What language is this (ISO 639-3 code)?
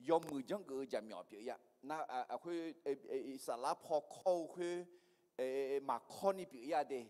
ahk